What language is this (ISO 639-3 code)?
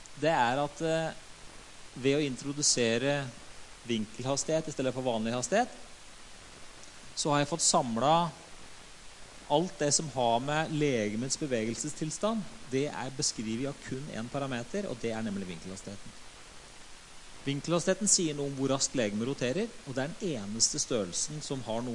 nor